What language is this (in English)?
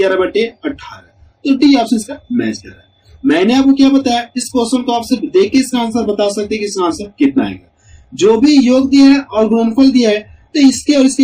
Hindi